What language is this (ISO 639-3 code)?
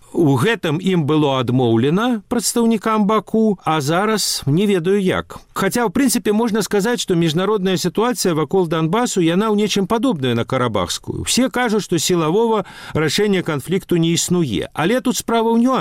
bel